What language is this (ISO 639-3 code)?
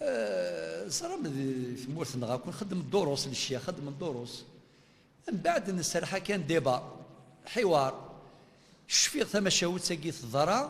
kab